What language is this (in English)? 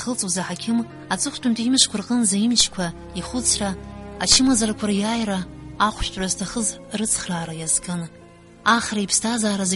Abkhazian